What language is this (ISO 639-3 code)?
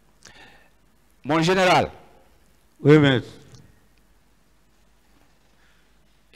fra